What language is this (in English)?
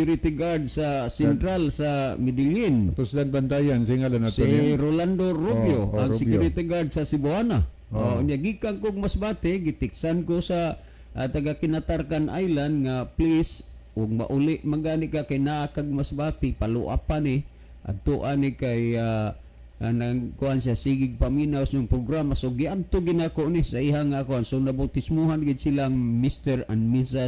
Cebuano